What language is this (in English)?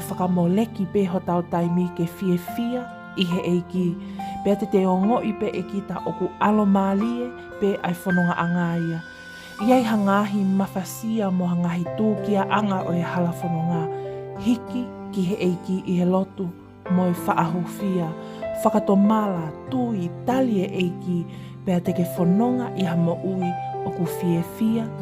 Tongan